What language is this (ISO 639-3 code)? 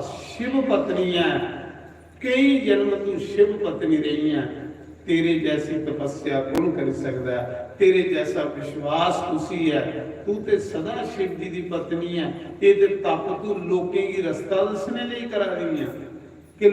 doi